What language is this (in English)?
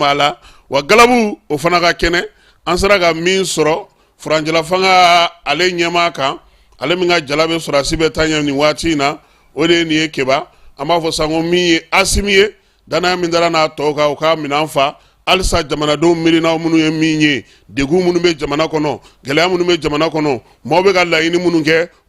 Bambara